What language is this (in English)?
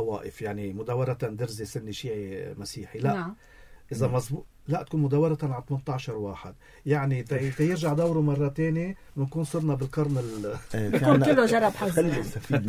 North Levantine Arabic